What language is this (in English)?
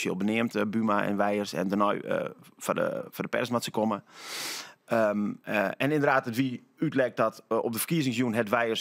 Western Frisian